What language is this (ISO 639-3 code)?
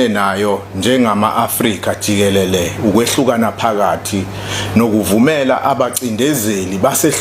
zul